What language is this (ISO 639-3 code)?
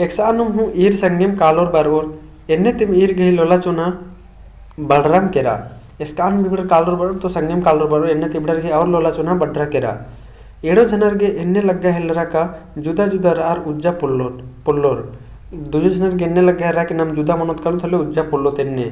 kru